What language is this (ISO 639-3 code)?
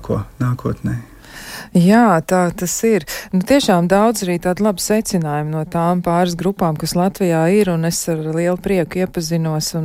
lav